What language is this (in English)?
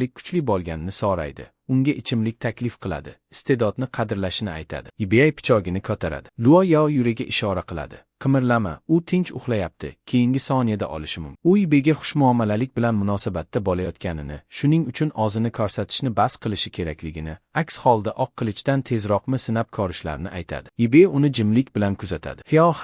Uzbek